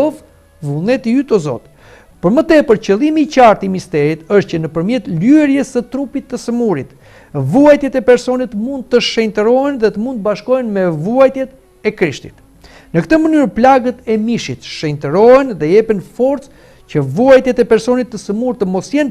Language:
Albanian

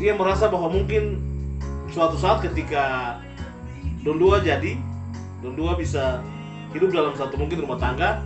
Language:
Ambonese Malay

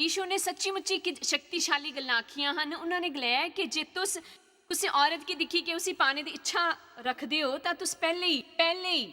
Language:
Dogri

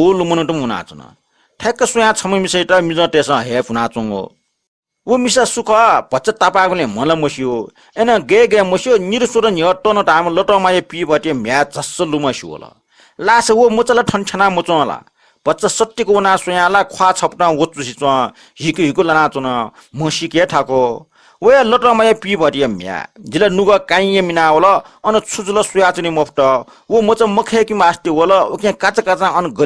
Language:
Newari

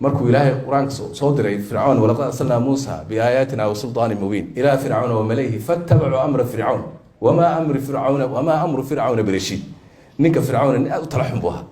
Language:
Somali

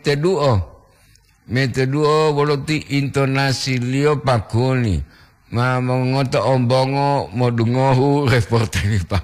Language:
Gorontalo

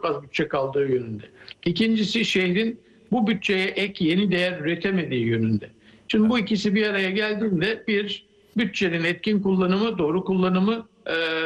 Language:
Turkish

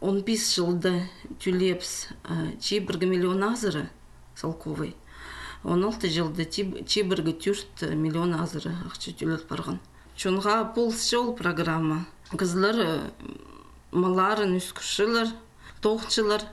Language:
Khakas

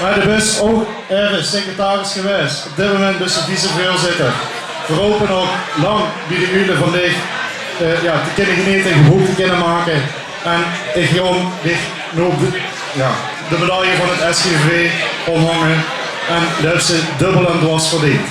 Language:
Limburgish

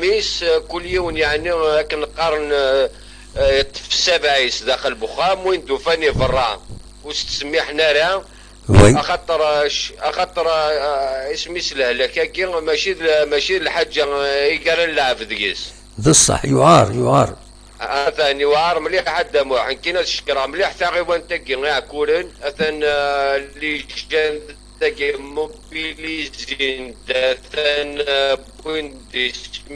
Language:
Kabyle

